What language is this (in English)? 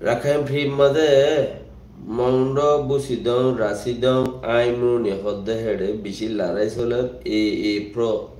Rohingya